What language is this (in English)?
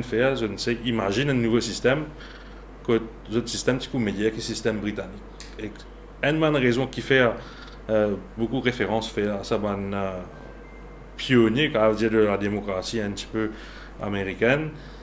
Morisyen